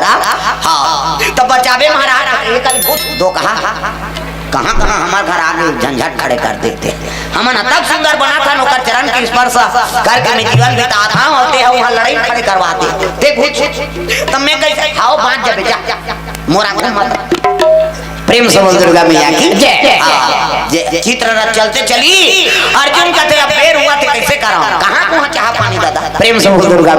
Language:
Chhattisgarhi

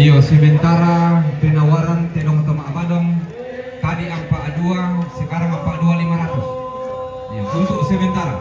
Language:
Toraja-Sa'dan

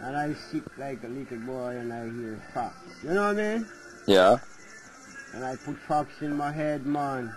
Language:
Jamaican Creole English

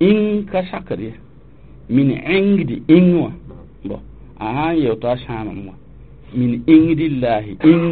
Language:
Mossi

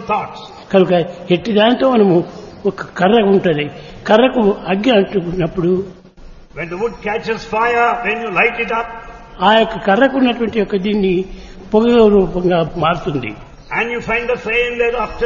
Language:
Telugu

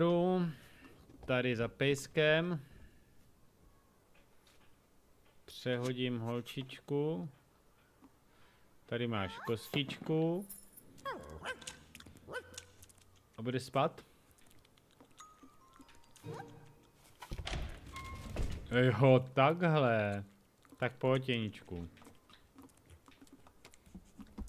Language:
Czech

